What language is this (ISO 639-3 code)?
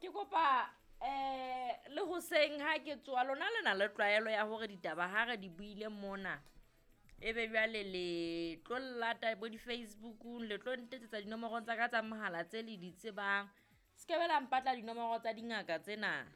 sot